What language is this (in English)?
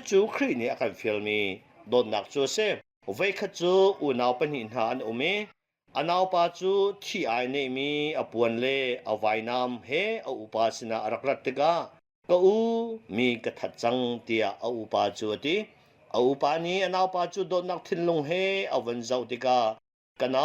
Hakha Chin